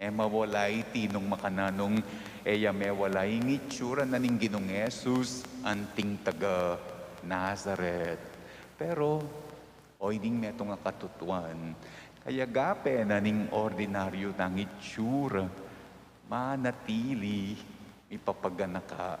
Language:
Pampanga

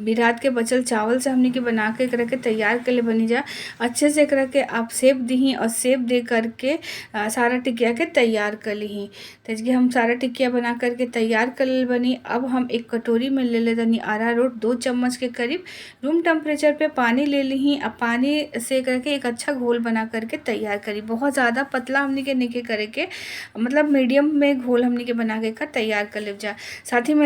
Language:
Bhojpuri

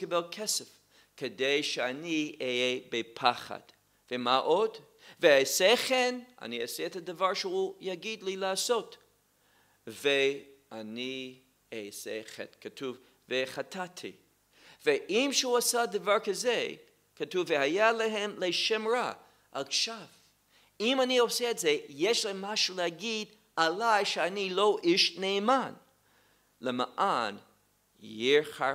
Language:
Hebrew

